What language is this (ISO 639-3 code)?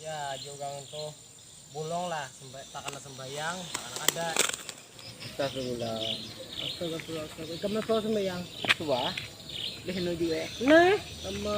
bjn